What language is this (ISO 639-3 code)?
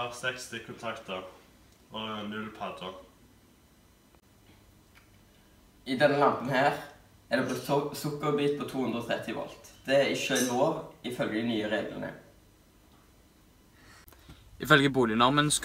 nor